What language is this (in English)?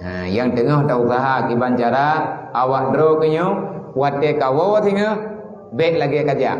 Achinese